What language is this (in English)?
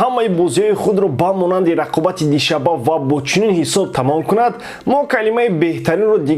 Tajik